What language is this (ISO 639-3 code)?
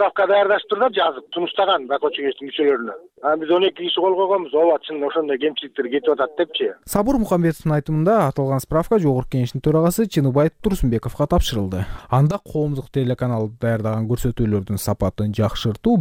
kir